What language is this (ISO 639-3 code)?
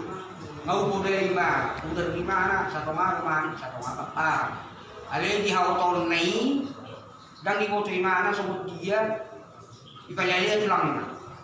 bbc